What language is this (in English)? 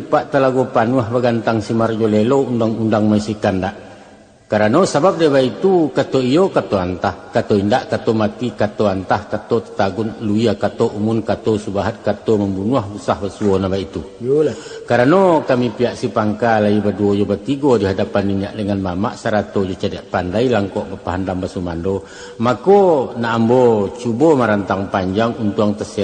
Minangkabau